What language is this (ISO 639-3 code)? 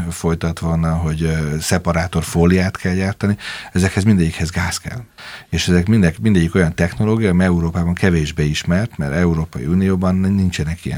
hun